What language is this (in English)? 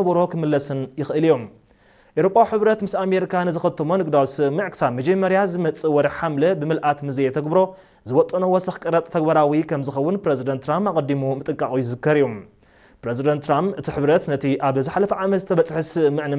Tigrinya